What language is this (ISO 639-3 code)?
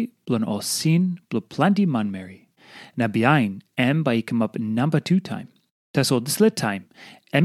tpi